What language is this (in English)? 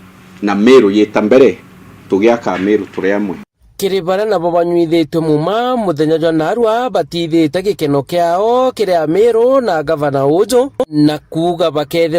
Meru